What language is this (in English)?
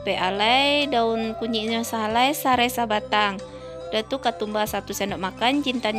Minangkabau